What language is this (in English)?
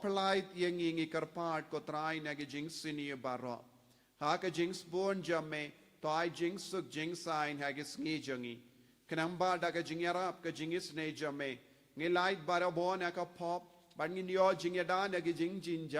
Khasi